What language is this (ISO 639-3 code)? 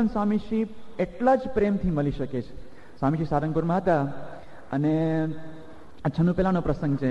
guj